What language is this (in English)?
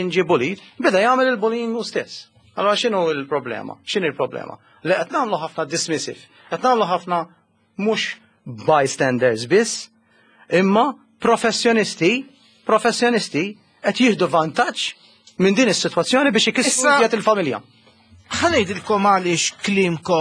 Maltese